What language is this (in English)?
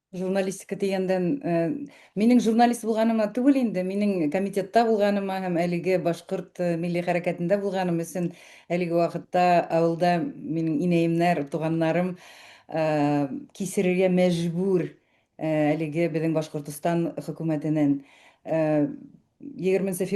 Bashkir